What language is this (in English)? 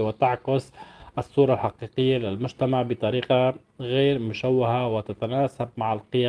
North Levantine Arabic